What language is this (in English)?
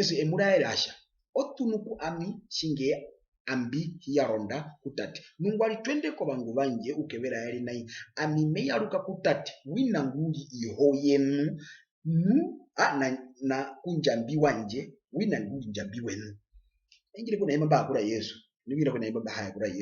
Herero